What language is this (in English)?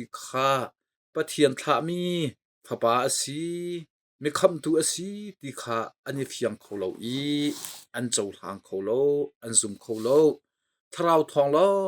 Hakha Chin